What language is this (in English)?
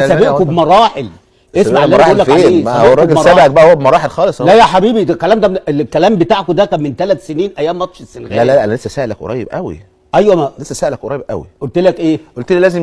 Egyptian Arabic